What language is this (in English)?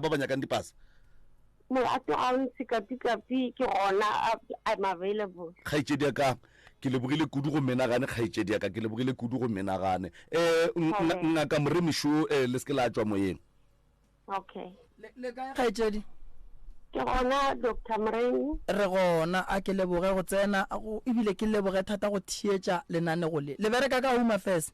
Northern Sotho